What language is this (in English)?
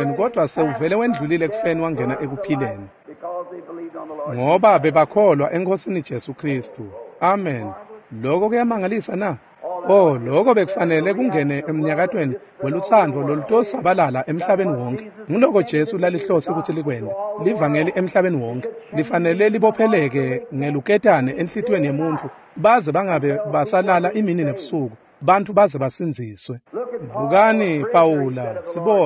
Swati